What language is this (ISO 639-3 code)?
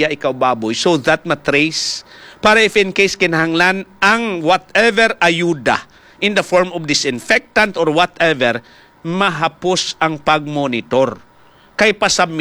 hil